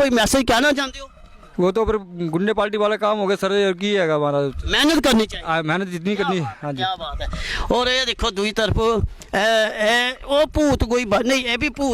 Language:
Dogri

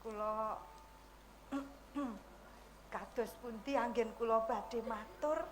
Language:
Javanese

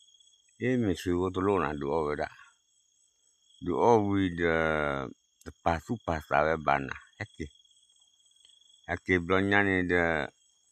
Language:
S'gaw Karen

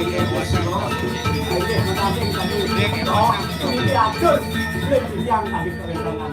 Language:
Balinese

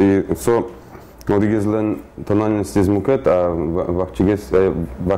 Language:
Udmurt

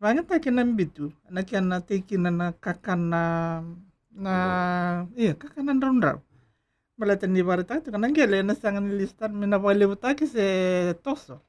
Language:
Fijian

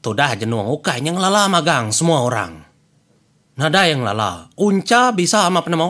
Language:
Iban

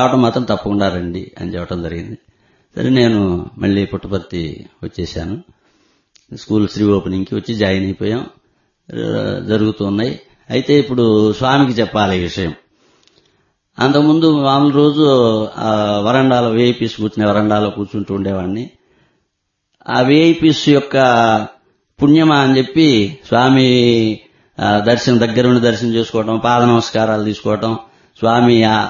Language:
Telugu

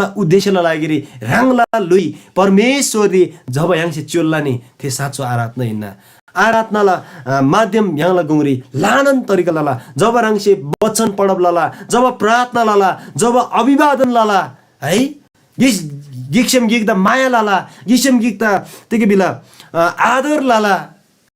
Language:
Eastern Tamang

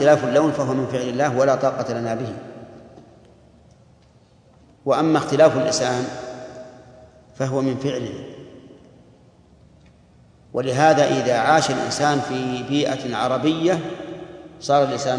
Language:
Arabic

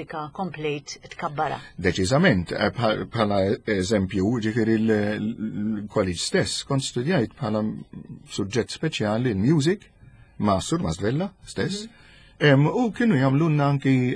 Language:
Maltese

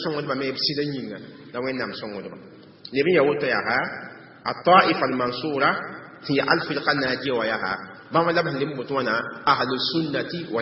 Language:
Mossi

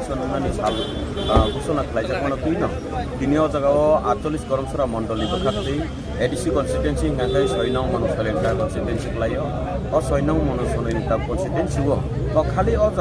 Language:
Kok Borok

